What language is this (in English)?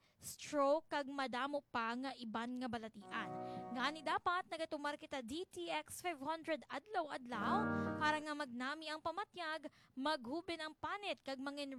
Hiligaynon